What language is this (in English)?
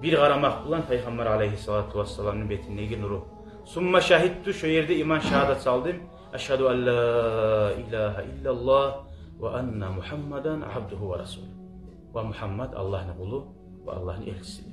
Kumyk